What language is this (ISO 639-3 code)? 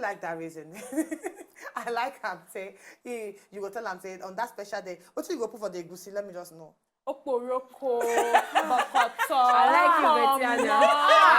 pcm